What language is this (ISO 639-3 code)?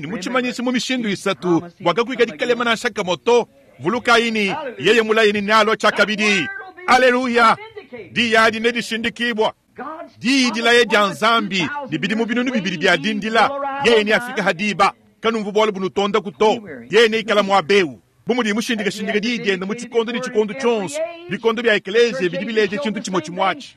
lua